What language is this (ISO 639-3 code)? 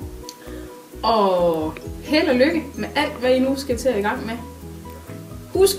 dan